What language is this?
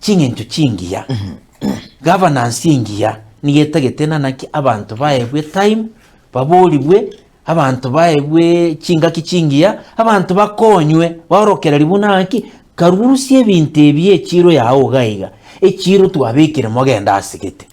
Gusii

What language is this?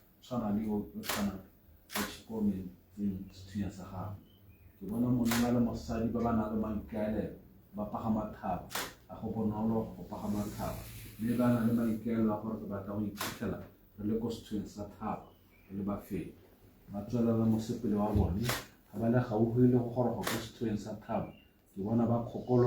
Tswana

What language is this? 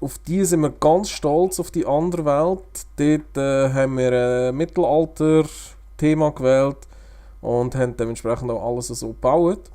Swiss German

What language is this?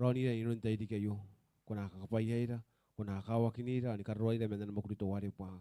Gilbertese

